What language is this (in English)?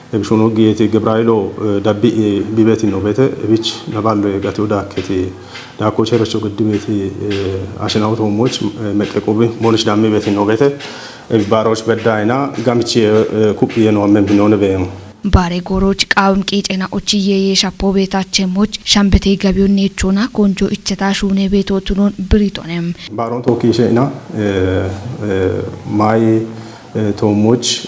Kafa